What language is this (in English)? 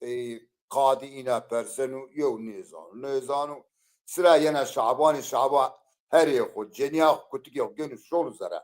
Zaza